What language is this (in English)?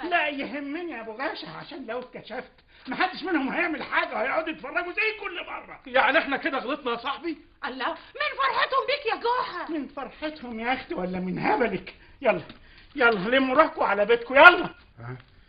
Egyptian Arabic